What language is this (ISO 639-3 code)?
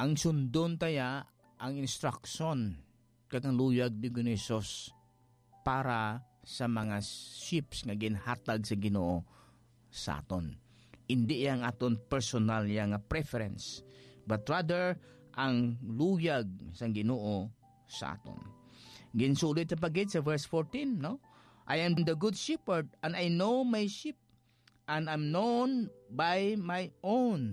hil